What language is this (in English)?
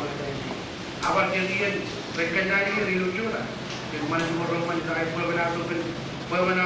Marshallese